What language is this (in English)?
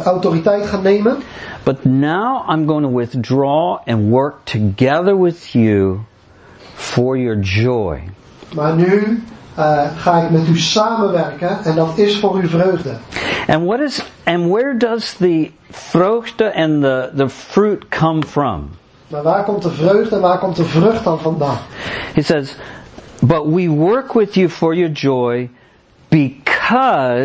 Dutch